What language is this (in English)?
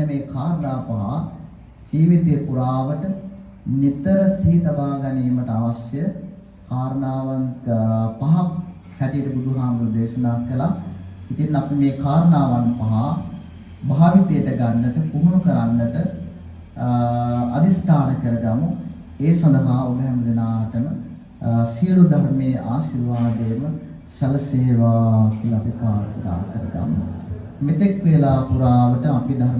Sinhala